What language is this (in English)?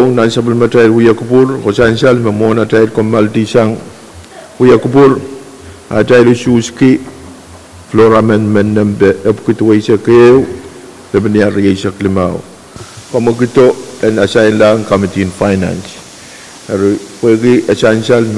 Pohnpeian